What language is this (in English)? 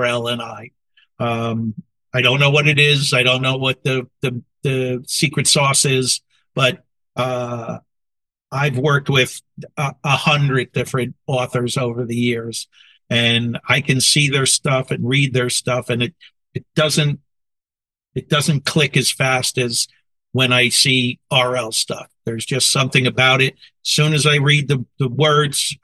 English